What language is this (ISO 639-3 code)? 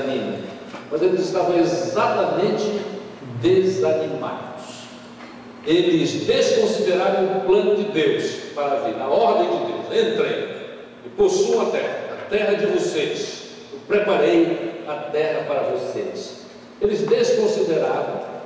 por